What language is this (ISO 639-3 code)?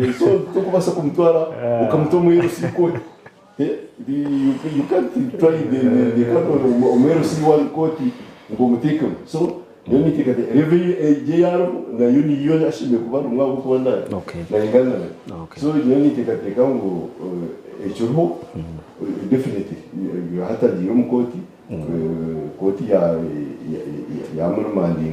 nyn